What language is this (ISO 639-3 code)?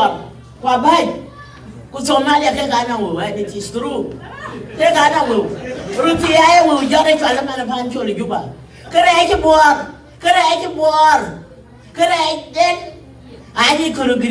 din